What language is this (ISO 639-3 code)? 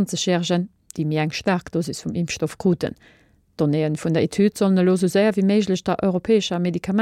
ltz